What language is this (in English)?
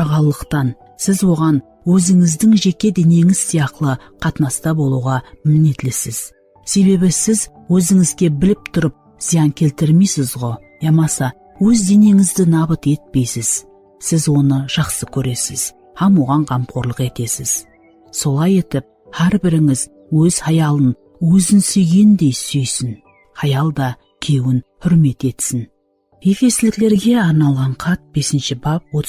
Kara-Kalpak